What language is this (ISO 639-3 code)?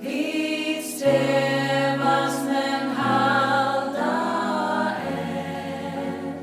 fao